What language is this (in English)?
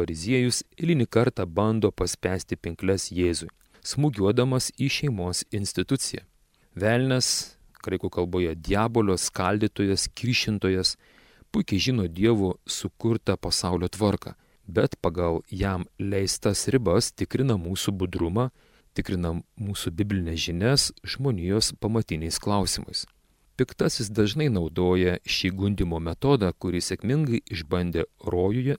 Lithuanian